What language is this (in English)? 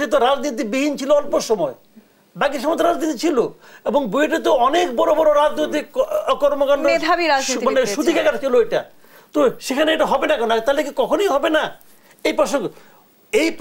Bangla